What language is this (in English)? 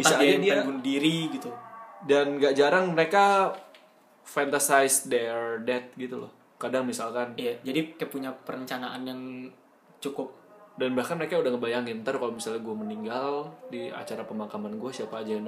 Indonesian